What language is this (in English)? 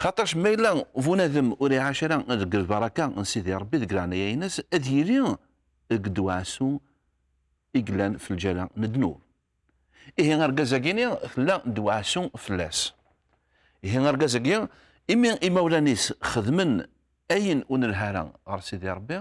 Kabyle